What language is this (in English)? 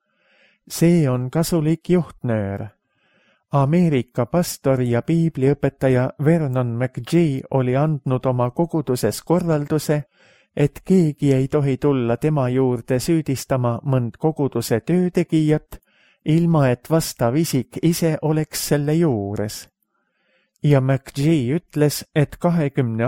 Estonian